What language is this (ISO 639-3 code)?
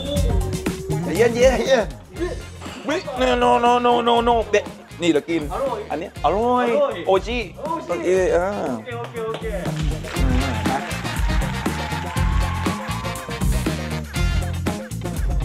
tha